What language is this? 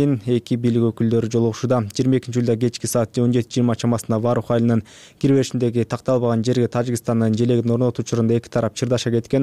Kyrgyz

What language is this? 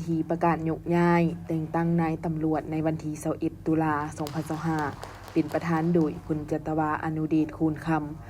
Lao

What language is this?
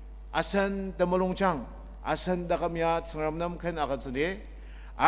Ao Naga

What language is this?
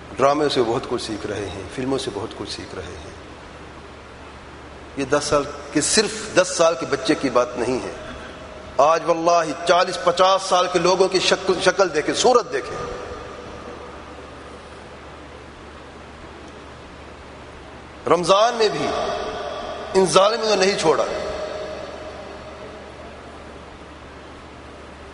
Urdu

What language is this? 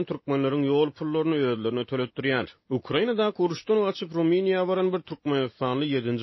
Turkmen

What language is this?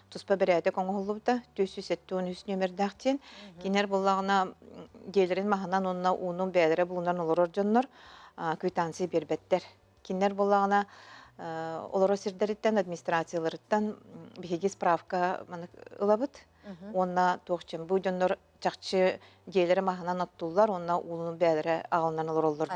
Yakut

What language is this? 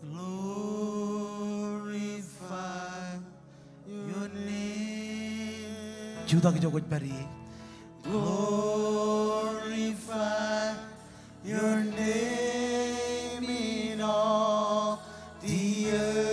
Marshallese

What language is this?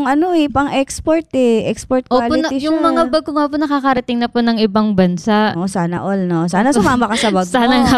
Filipino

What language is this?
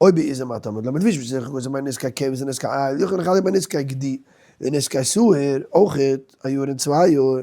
Yiddish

